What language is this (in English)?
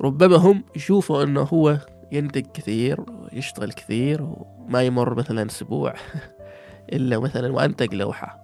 Gulf Arabic